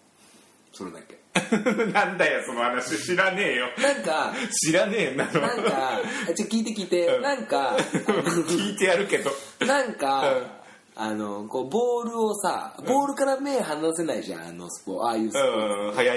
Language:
Japanese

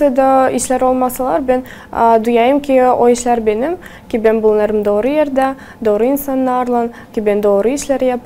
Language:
Gagauz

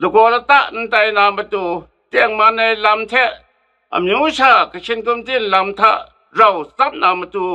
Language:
Kachin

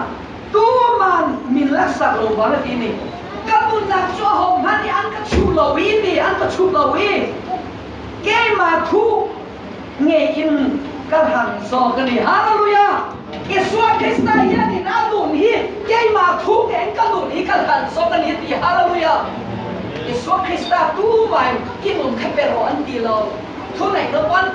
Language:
Hakha Chin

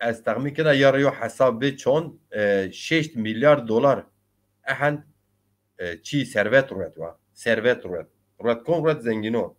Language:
Zaza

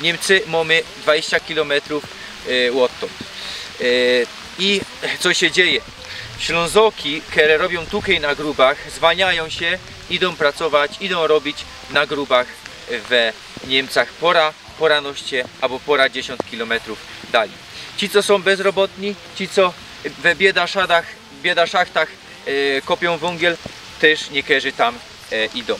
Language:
Silesian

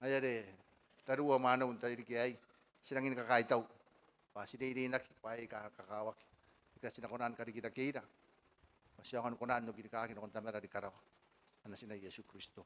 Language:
Gilbertese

